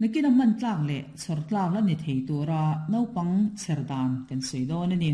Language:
Mizo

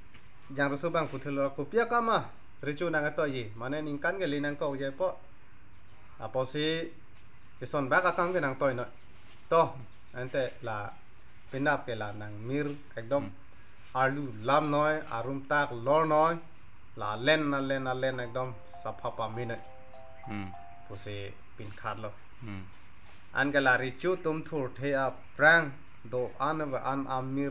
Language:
Karbi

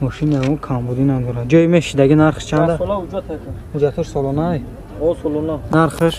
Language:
Tajik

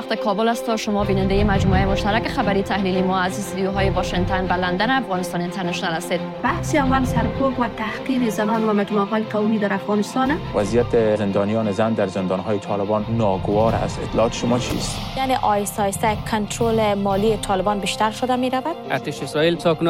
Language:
Persian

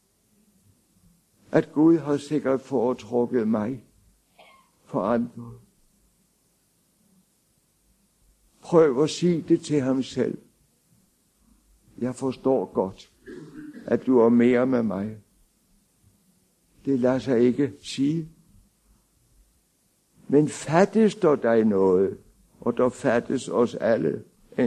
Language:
Danish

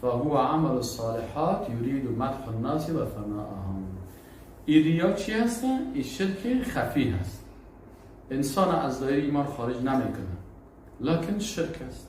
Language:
Persian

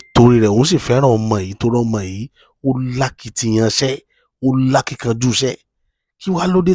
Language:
Yoruba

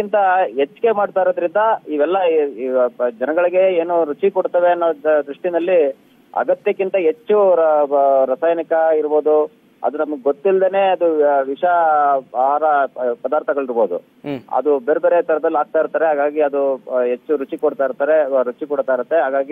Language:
Kannada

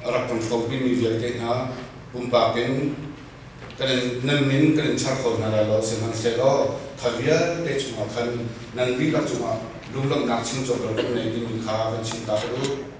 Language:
Hakha Chin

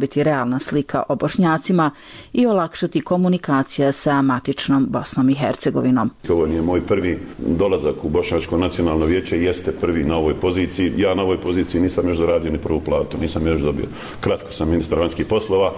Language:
Serbian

